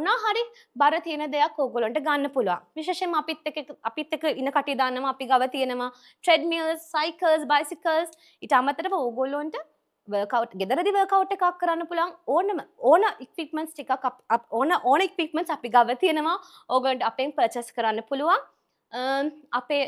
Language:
Sinhala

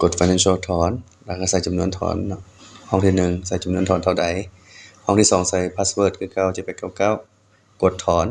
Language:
Lao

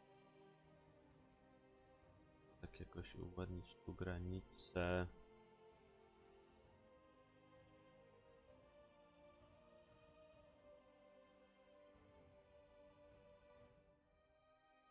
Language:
Polish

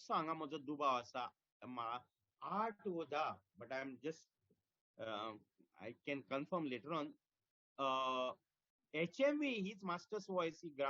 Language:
Konkani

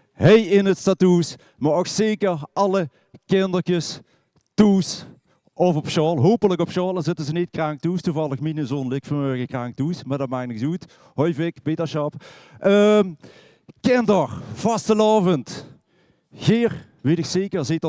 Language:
Limburgish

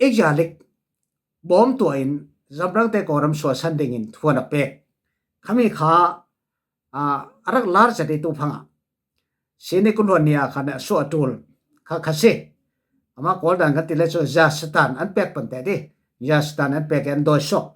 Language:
Falam Chin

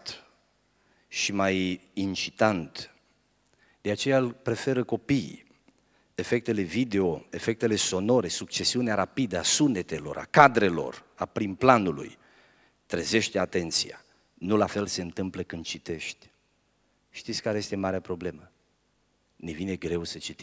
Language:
Romanian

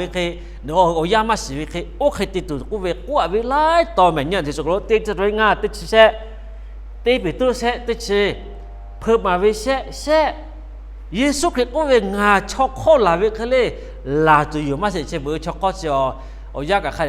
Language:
Lahu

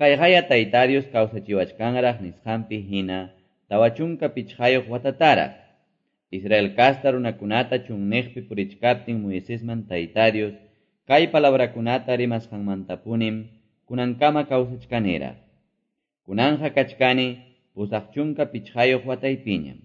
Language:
Quechua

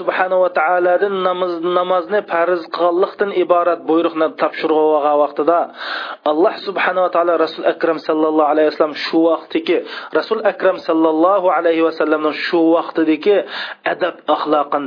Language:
Uyghur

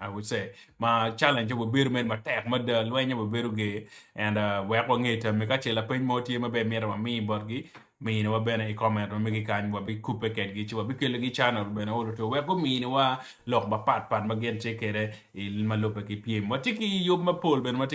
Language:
Acoli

